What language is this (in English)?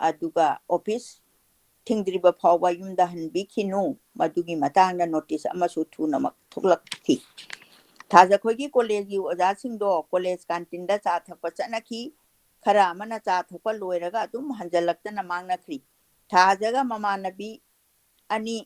Manipuri